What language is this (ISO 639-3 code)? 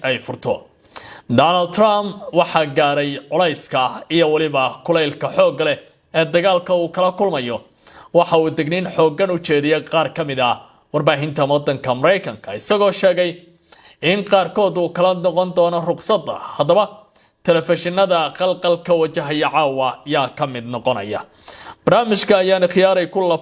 som